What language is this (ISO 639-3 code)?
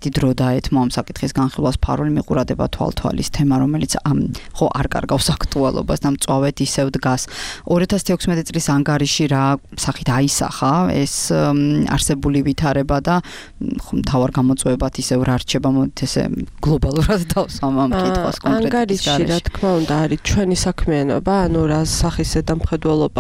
kat